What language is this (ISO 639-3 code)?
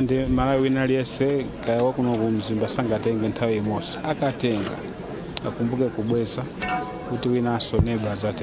nya